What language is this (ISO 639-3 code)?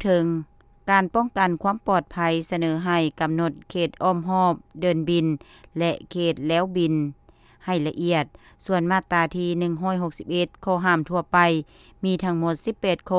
lao